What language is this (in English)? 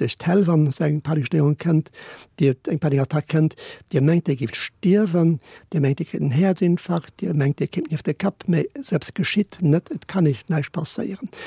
Luxembourgish